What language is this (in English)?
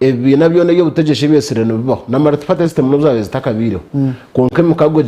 Nyankole